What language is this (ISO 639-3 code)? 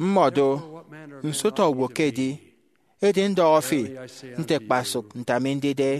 efi